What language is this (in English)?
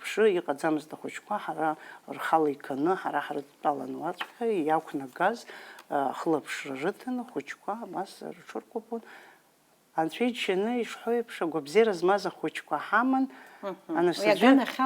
Abkhazian